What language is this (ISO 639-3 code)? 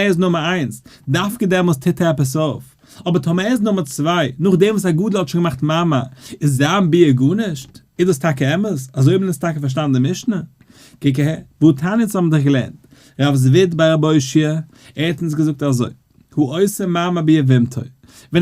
yid